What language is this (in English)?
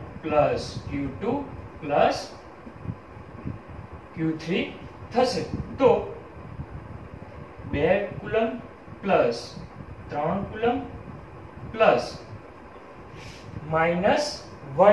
Gujarati